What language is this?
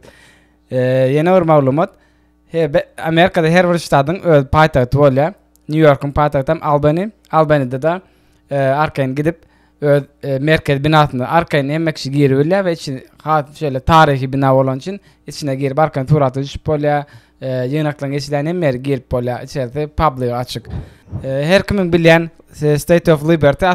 Turkmen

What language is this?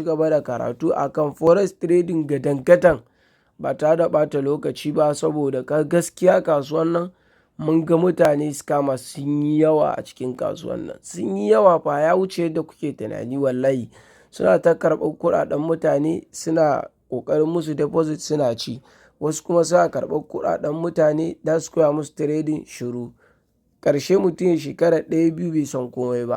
Hausa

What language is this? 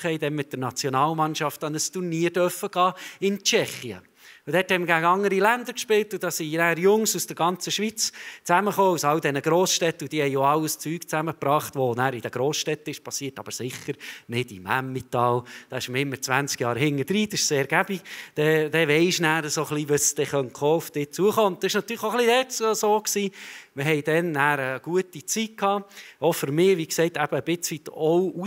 Swiss German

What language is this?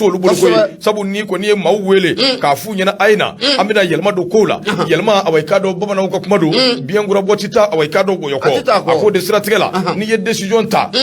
Bambara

